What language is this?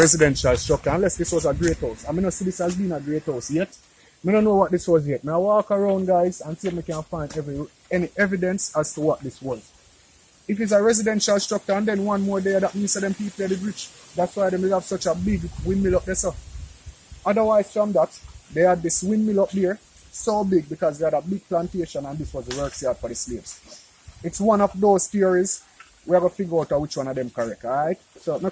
Jamaican Creole English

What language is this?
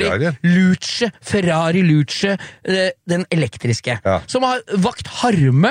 Norwegian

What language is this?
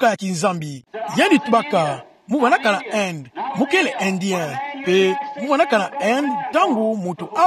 Kituba (Democratic Republic of Congo)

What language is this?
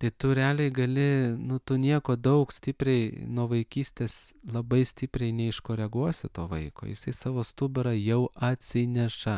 Lithuanian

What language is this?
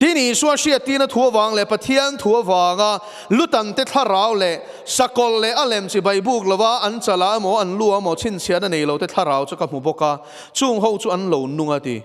Mizo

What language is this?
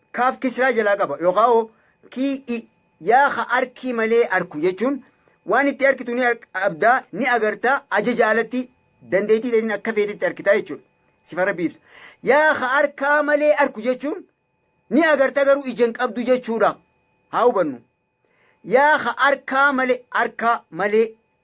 Oromo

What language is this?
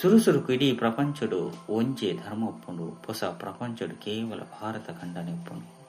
Tulu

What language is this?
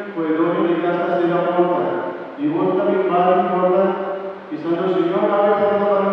Papiamento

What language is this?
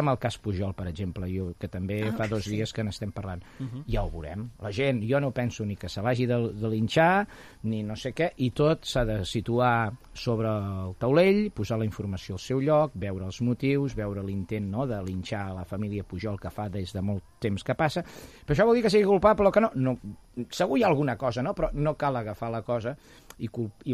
Catalan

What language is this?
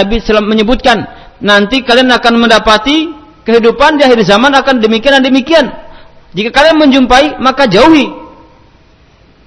Indonesian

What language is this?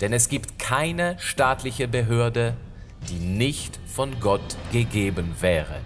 Swiss German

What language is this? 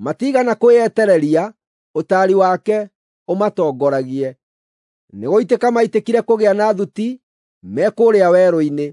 Kikuyu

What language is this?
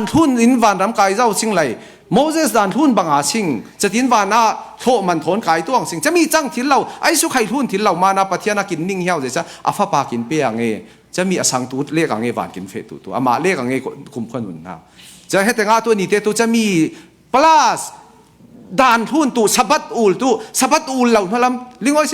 Falam Chin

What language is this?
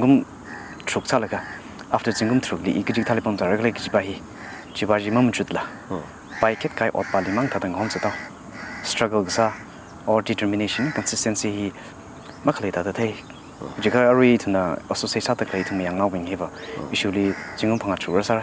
Tangkhul Naga (India)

